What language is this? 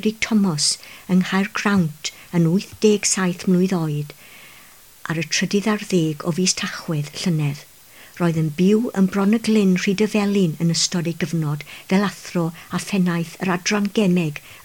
Welsh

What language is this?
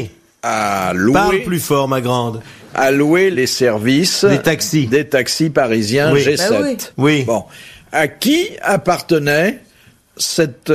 French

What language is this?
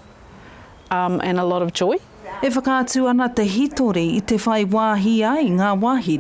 Māori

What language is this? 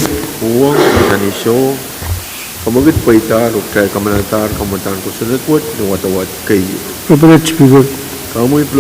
Pohnpeian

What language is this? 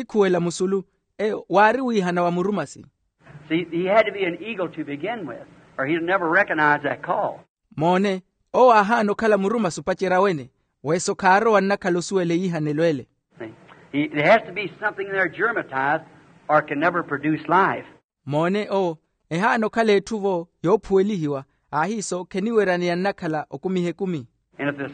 Makhuwa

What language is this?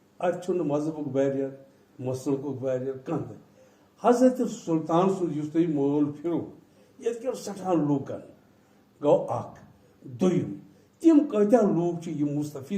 Kashmiri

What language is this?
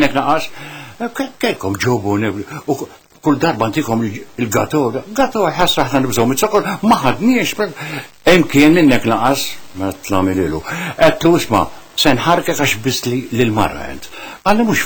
Maltese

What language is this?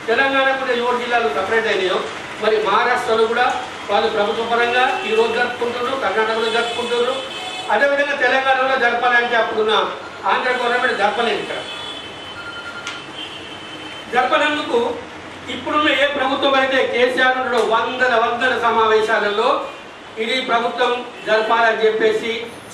Telugu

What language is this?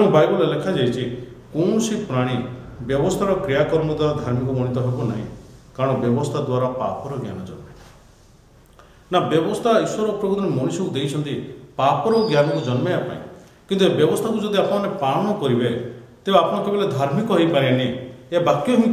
Odia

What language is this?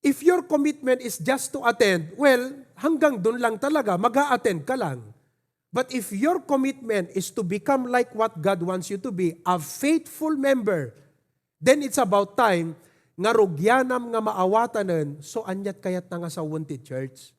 Iloko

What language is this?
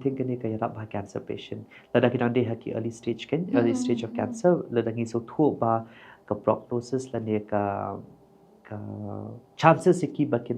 Khasi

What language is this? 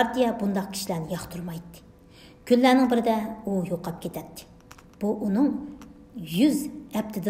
Uyghur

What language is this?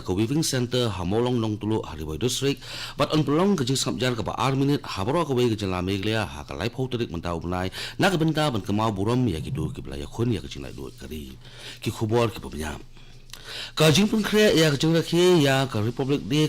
Khasi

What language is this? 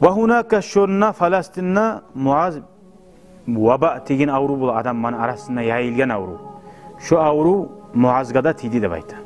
Kumyk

